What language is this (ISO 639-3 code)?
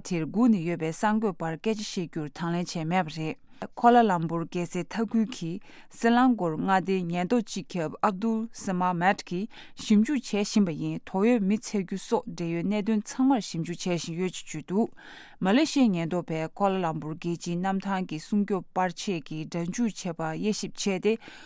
bod